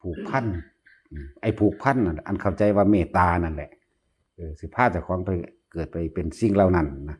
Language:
Northeastern Thai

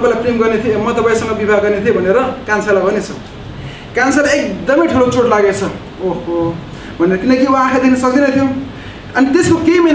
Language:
Nepali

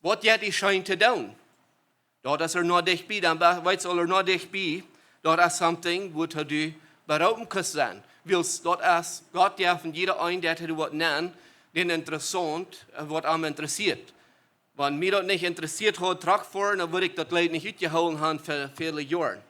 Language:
Plautdietsch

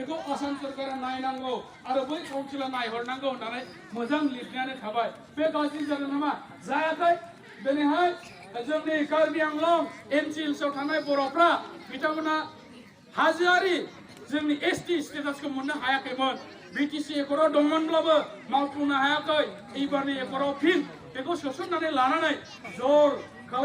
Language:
Bodo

